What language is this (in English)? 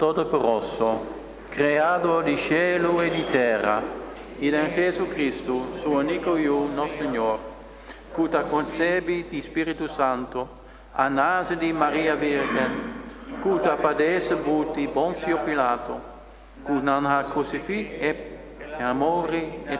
Papiamento